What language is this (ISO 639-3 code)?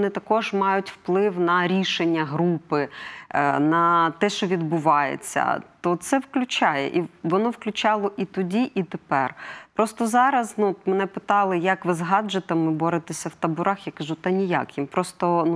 ukr